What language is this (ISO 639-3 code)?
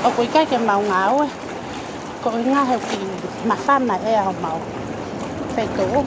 ton